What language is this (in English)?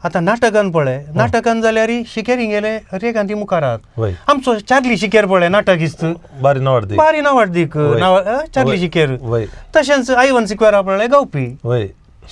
Konkani